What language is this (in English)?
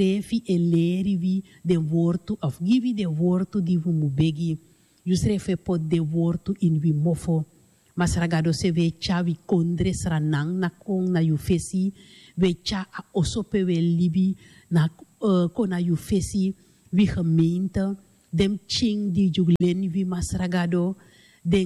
Sranan Tongo